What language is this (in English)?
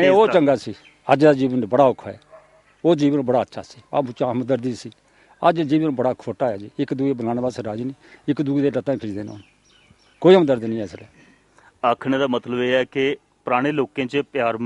Dogri